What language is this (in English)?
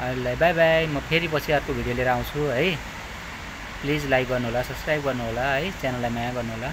Nepali